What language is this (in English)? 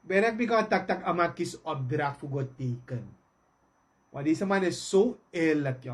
Sranan Tongo